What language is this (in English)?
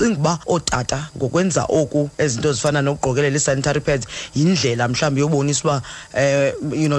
Xhosa